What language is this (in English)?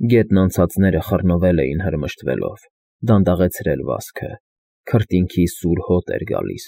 Armenian